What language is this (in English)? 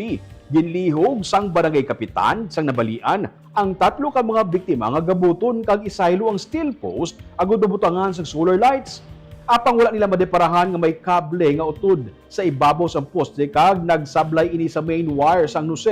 Hiligaynon